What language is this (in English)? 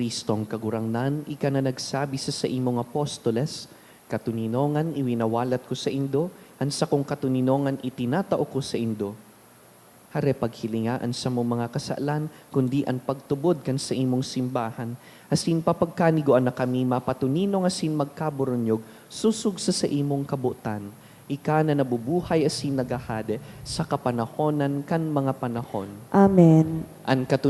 Bikol